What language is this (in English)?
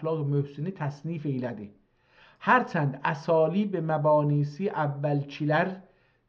South Azerbaijani